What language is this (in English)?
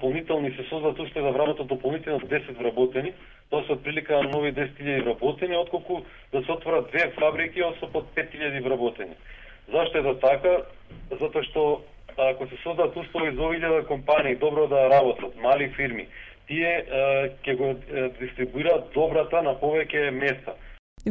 Macedonian